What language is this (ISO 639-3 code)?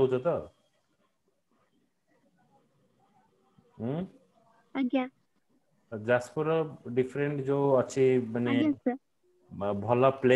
ori